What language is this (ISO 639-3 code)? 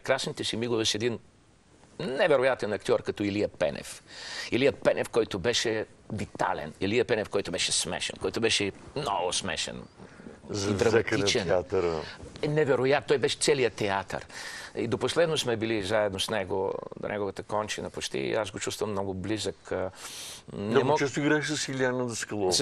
bul